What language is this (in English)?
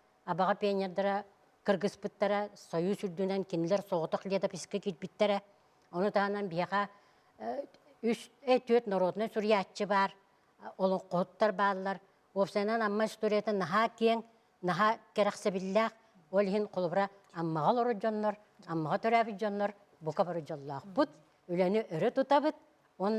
Yakut